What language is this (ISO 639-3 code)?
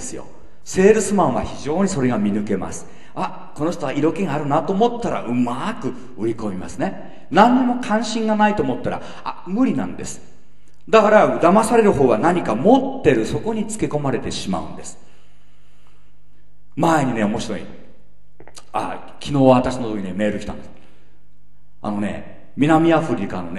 jpn